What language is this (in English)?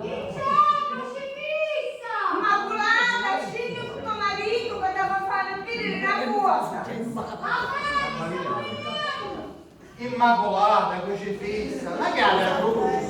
Sicilian